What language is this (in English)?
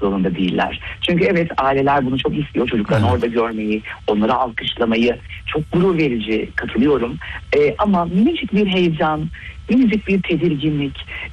Turkish